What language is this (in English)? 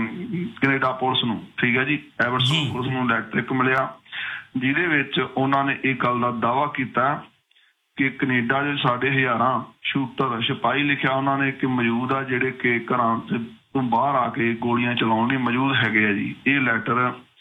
Punjabi